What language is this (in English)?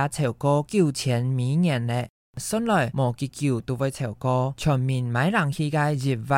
Hakka Chinese